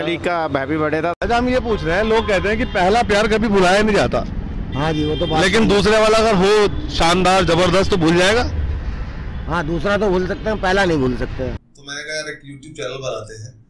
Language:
Hindi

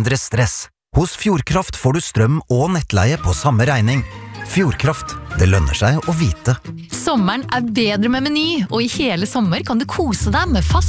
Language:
Norwegian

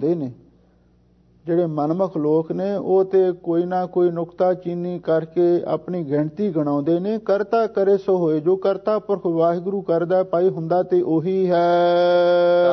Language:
Punjabi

